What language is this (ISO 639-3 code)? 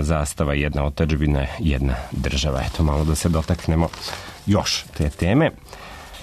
srp